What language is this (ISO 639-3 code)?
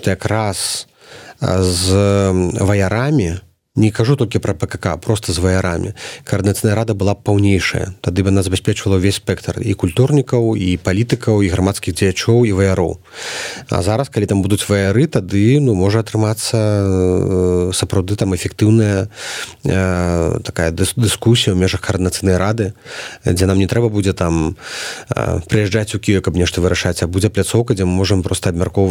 bel